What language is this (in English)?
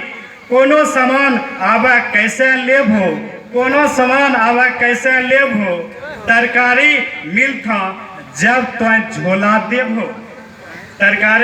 Angika